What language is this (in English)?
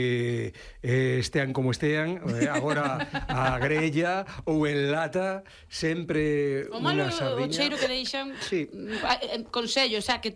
Galician